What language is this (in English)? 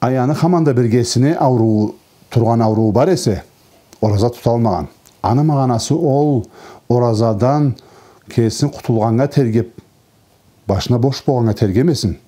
Karachay-Balkar